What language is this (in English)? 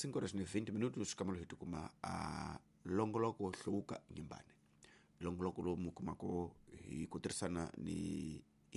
Tsonga